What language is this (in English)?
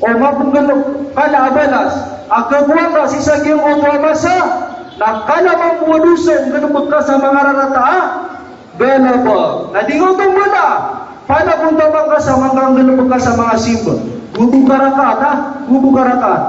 Maranao